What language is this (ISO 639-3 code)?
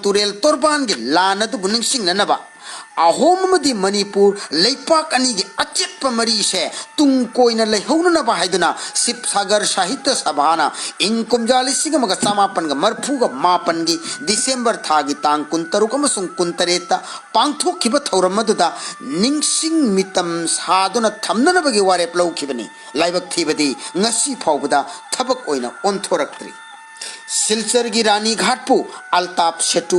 mni